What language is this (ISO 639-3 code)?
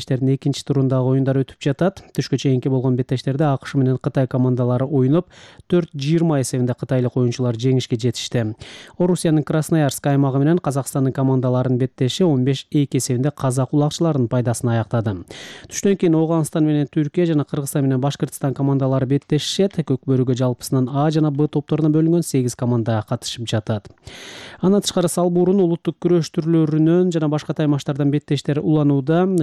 kir